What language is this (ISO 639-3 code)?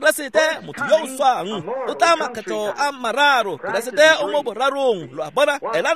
tsn